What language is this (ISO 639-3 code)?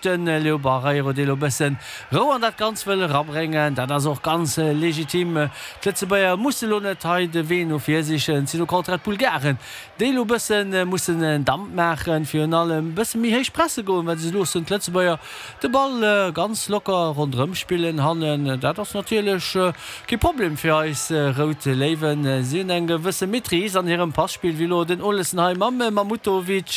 ltz